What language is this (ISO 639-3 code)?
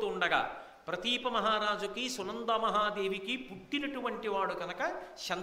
tel